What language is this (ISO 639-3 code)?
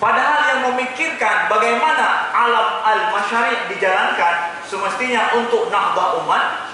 ace